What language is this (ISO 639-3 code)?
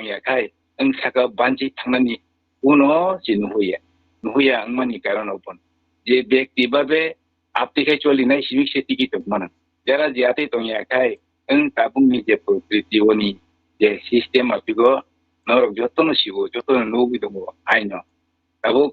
trp